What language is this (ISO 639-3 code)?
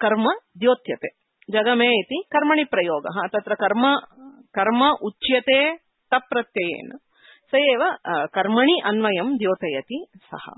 san